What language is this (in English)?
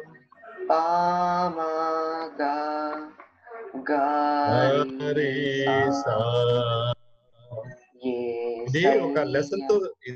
Telugu